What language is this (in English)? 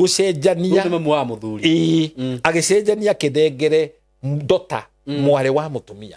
Kikuyu